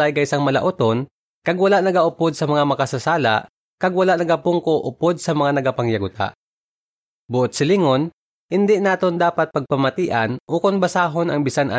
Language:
Hiligaynon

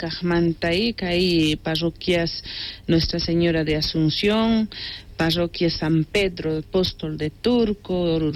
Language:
South Bolivian Quechua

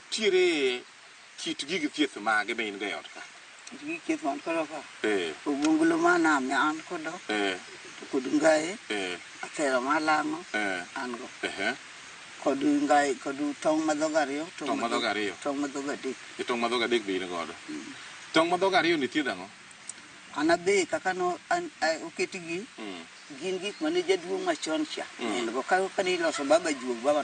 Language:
Luo (Kenya and Tanzania)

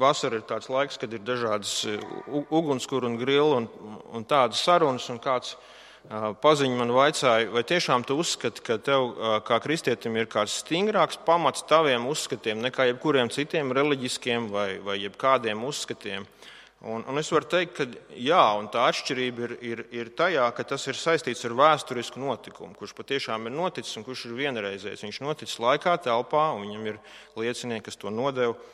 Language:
Latvian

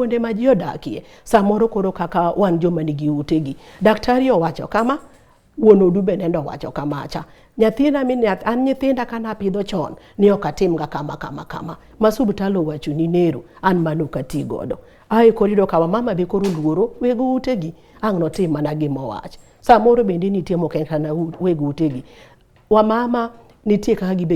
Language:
Luo (Kenya and Tanzania)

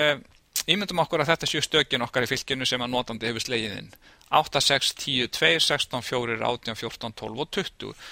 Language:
Icelandic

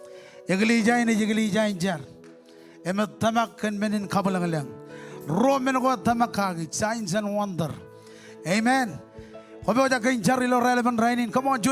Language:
Marshallese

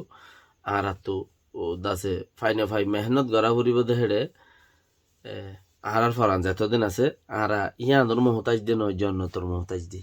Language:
Rohingya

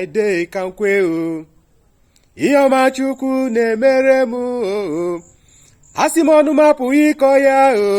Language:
Igbo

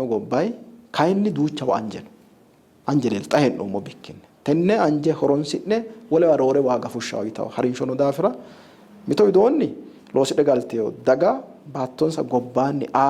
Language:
Sidamo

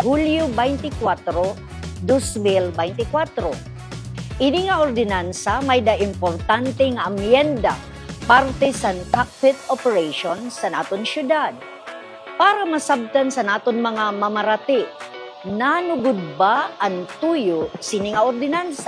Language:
Waray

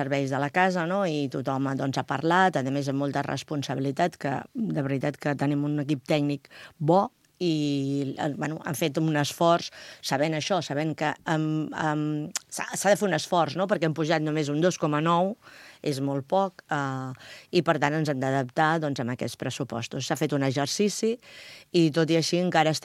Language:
Catalan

